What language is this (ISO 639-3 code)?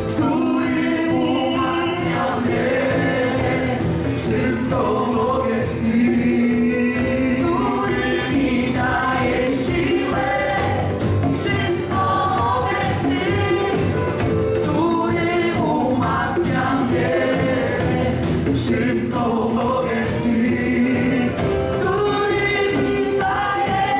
pol